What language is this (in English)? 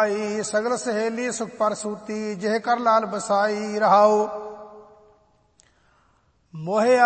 Punjabi